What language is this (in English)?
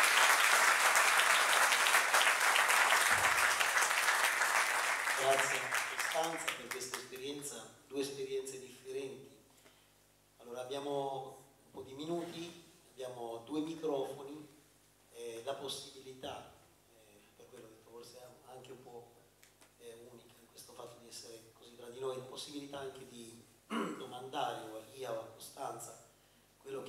Italian